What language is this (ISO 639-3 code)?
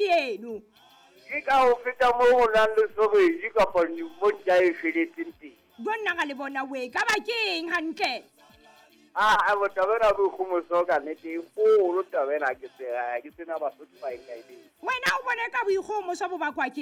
sot